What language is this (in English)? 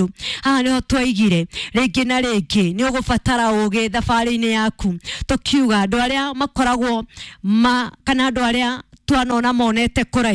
Kikuyu